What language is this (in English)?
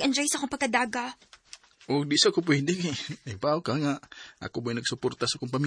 Cebuano